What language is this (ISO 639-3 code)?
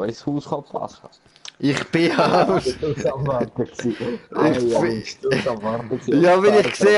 gsw